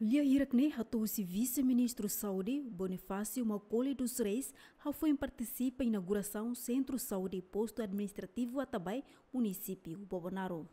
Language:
Tetum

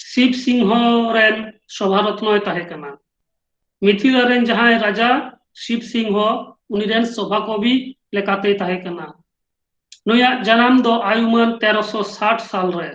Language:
Santali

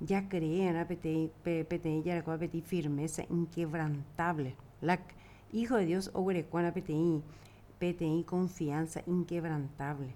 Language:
Guarani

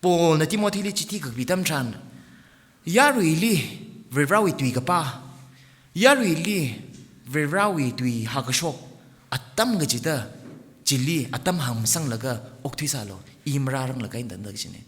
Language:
Tangkhul Naga (India)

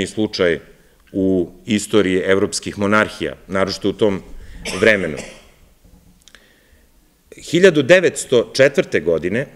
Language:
Serbian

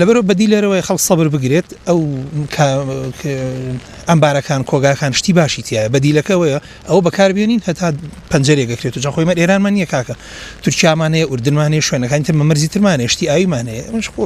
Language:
Central Kurdish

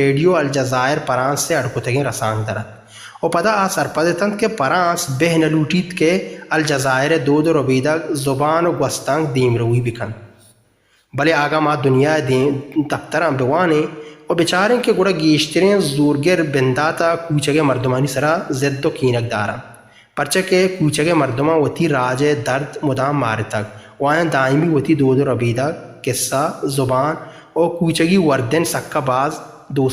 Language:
Baluchi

